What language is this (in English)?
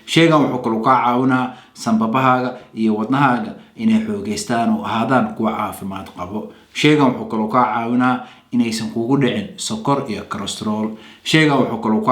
Somali